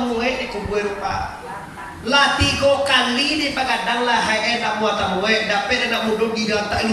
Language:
Minangkabau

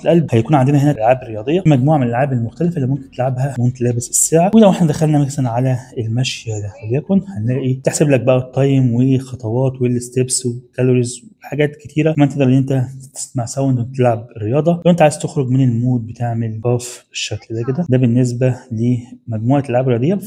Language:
Egyptian Arabic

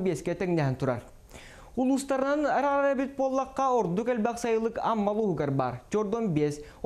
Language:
Yakut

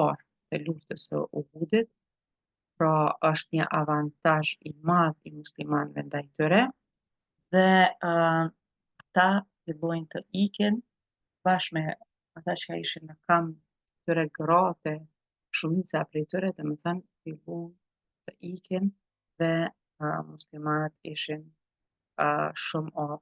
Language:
Albanian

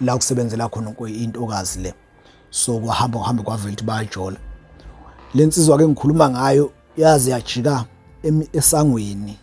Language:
Zulu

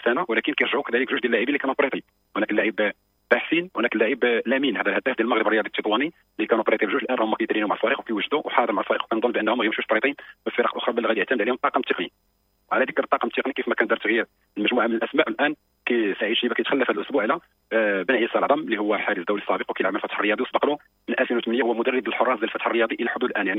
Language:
Moroccan Arabic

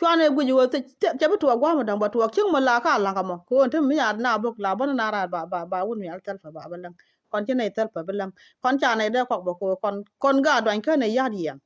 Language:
Nuer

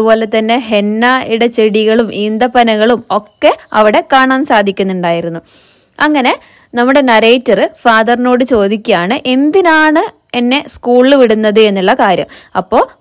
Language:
Malayalam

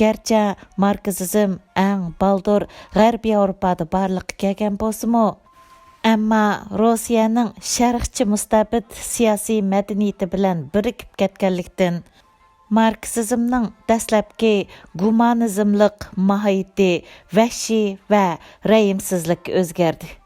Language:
Uyghur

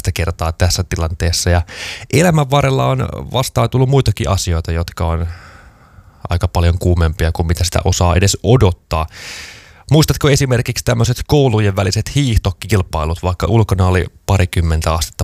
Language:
Finnish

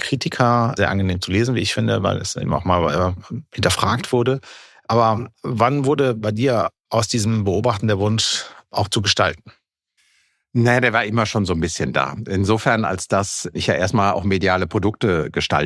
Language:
German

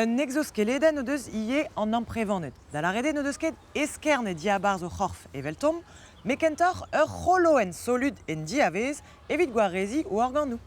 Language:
Breton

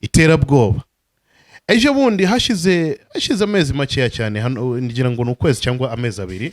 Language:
Kinyarwanda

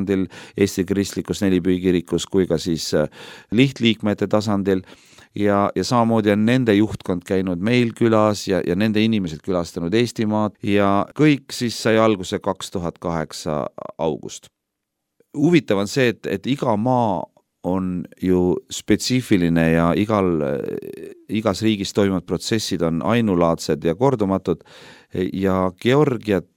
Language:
Estonian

